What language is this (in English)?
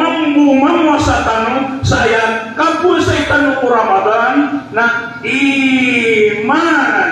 Maranao